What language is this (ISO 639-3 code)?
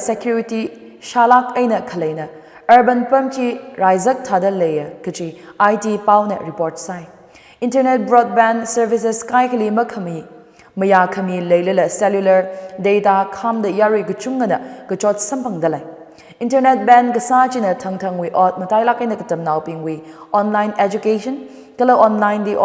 nmf